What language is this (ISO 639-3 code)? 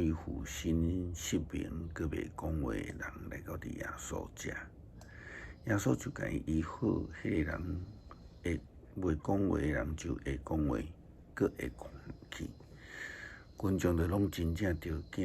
nan